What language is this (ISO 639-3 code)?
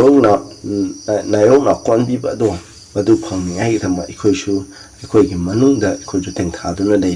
mni